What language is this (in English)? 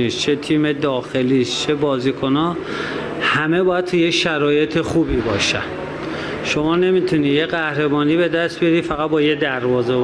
Persian